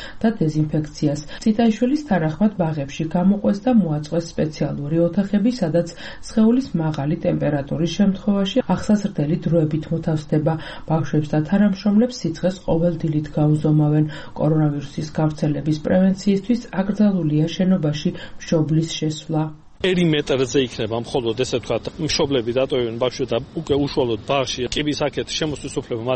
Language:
Georgian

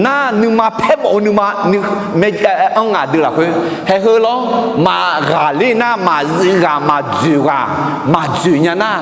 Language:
Akha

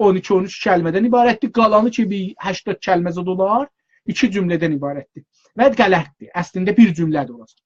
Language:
South Azerbaijani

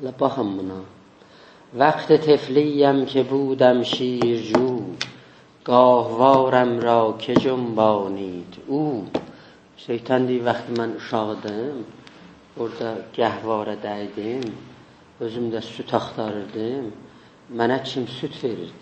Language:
South Azerbaijani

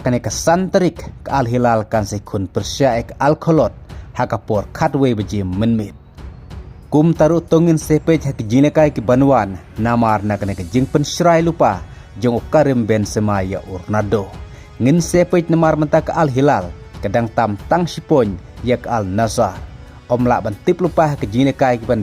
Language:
Khasi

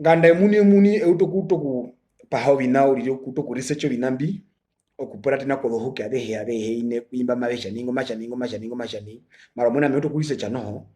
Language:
Herero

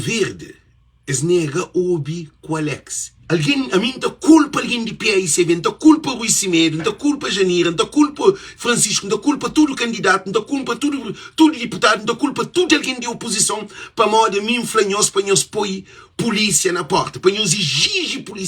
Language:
Kabuverdianu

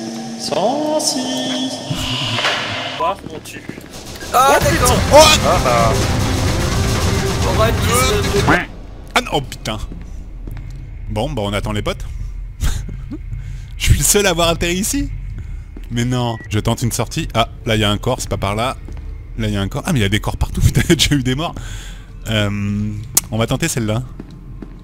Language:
French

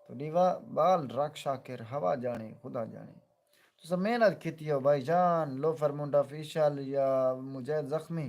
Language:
Saraiki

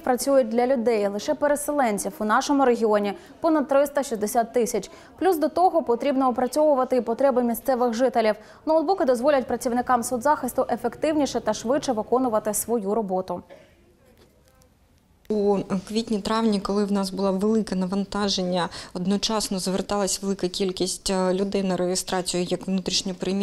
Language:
Ukrainian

